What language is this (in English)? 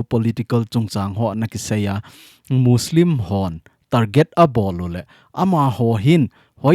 Thado Chin